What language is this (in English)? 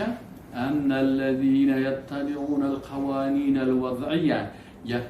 Persian